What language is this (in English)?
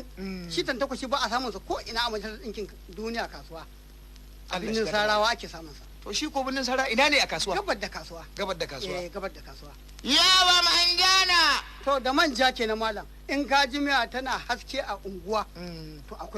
Hausa